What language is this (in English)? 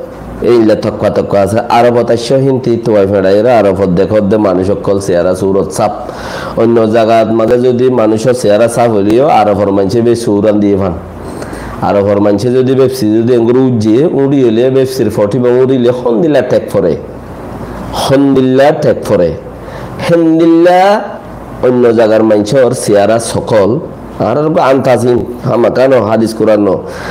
Rohingya